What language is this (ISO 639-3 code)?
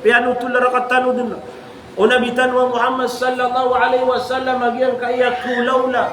mrw